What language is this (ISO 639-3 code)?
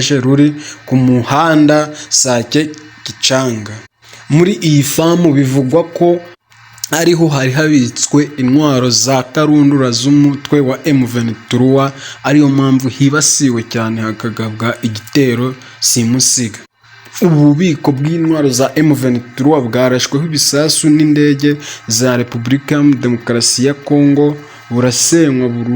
kin